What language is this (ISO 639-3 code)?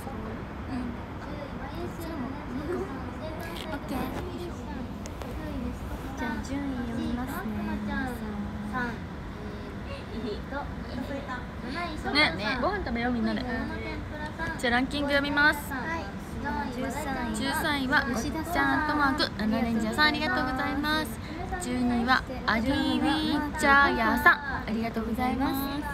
jpn